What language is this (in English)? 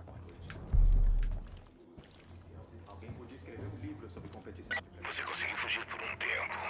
Portuguese